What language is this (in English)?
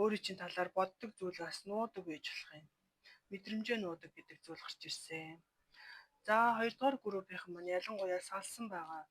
Mongolian